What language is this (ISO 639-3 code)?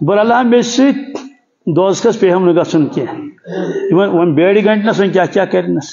kas